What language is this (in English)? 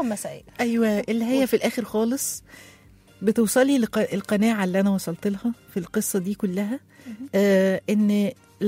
Egyptian Arabic